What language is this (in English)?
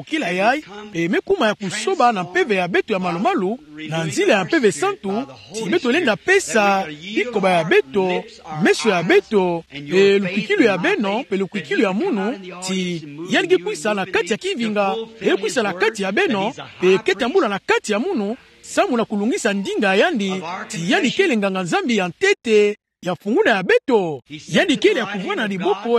Kituba (Democratic Republic of Congo)